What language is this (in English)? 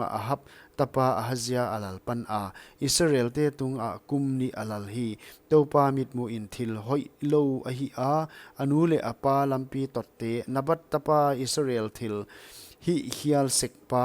Paite Chin